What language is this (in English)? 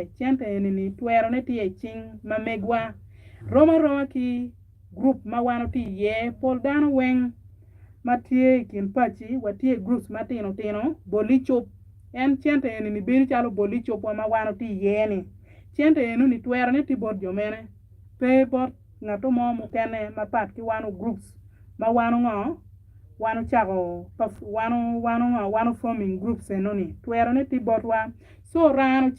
Acoli